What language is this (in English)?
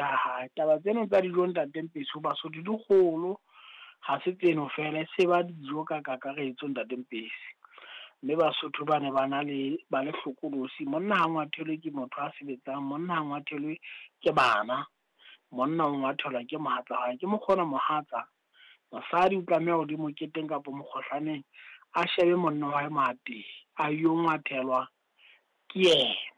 Southern Sotho